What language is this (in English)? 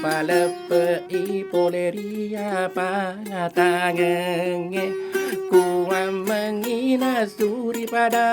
Buginese